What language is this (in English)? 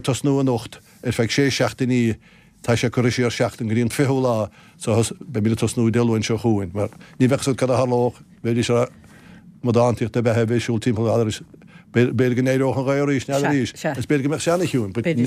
Irish